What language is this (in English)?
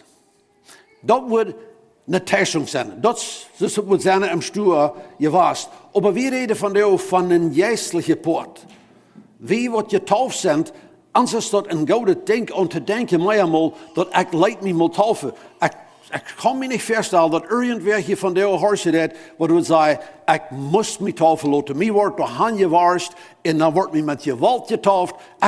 Plautdietsch